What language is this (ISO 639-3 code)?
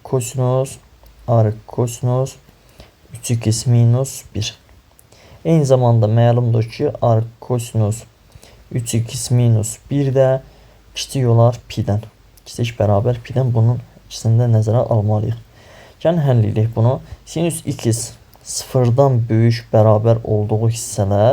aze